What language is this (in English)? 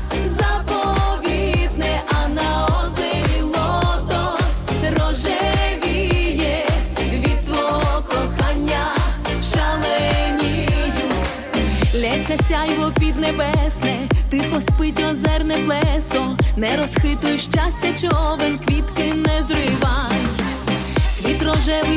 Ukrainian